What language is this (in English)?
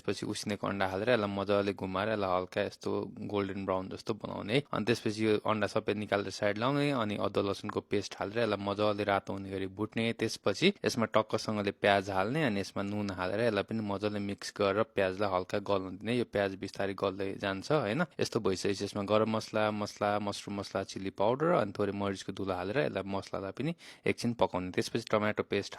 Nepali